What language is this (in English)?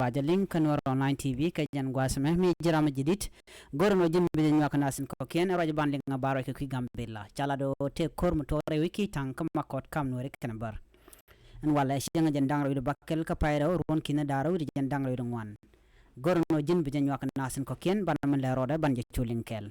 Nuer